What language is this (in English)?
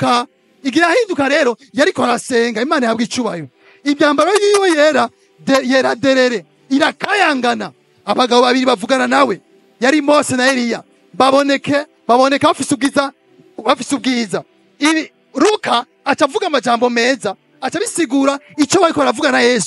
Rundi